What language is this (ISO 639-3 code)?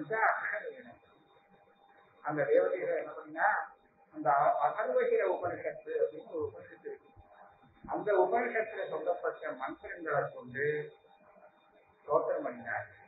tam